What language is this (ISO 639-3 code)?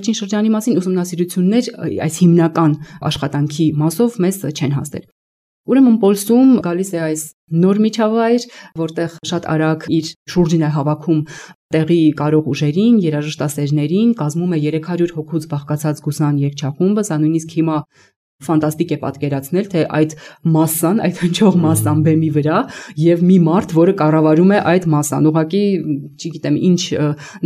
hye